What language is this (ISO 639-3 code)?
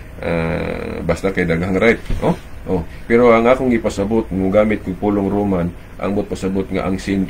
ceb